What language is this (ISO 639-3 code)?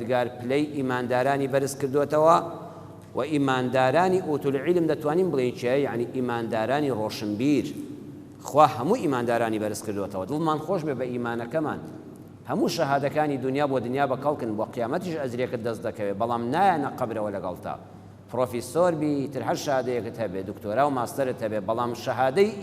ckb